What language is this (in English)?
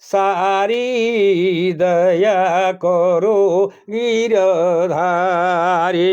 Sadri